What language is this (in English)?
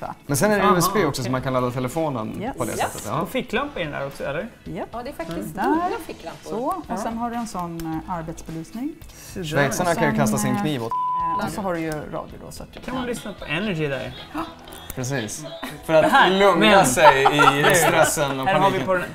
Swedish